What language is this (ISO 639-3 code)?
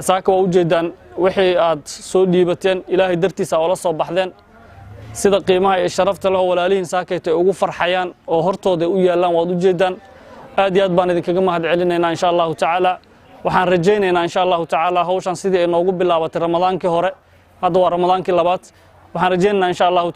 som